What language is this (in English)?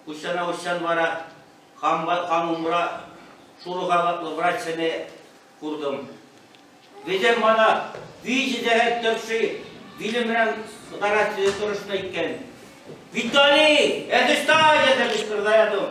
Chuvash